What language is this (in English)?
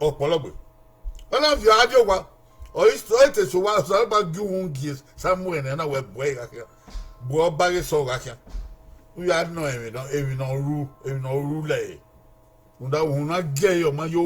Bini